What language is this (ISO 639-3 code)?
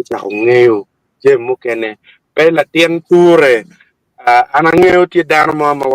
ach